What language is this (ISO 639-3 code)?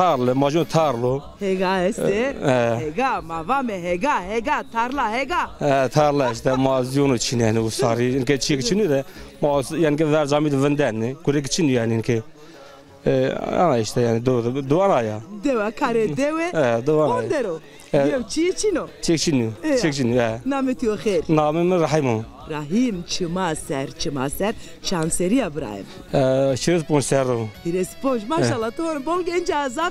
zza